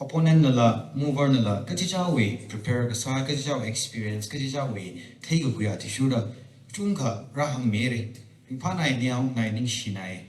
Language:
Tangkhul Naga (India)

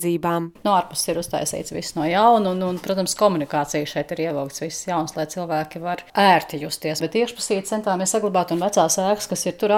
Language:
Latvian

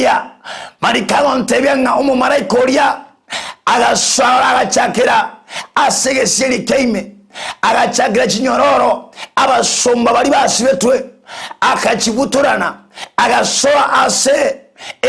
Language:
Gusii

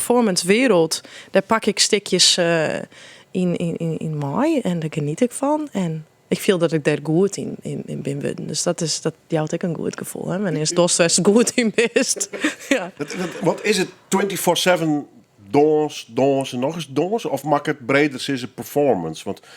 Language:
Western Frisian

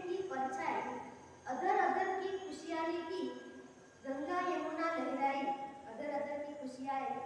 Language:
Gujarati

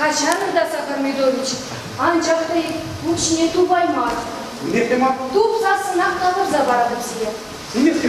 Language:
Chuvash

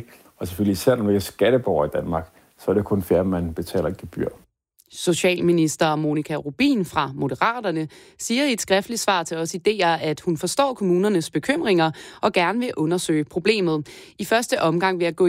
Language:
Danish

